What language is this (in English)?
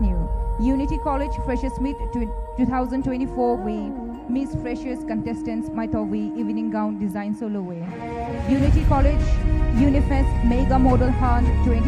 Poumei Naga